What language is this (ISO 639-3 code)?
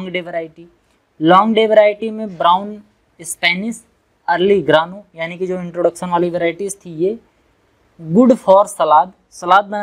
hin